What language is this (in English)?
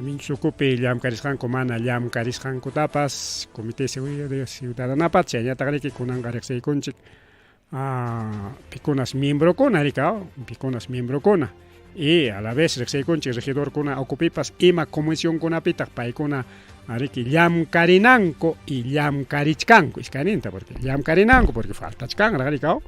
Ayacucho Quechua